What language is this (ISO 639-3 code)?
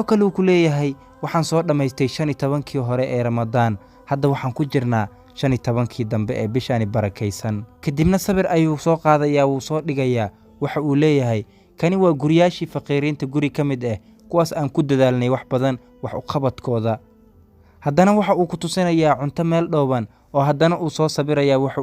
som